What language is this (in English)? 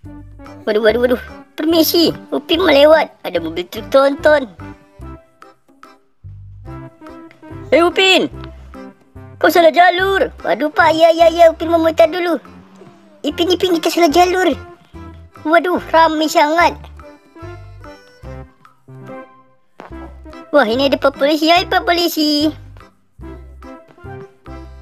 Malay